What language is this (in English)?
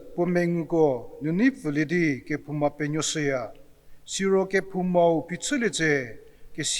Angami Naga